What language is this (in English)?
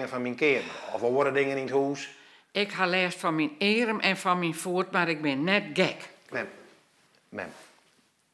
Western Frisian